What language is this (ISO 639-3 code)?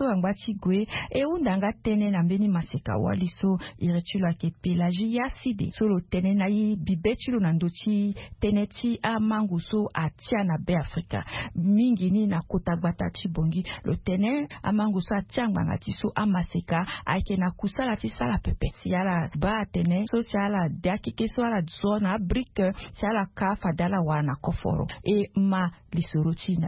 sag